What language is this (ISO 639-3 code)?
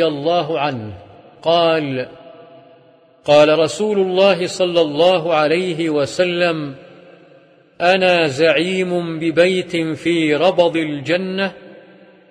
ara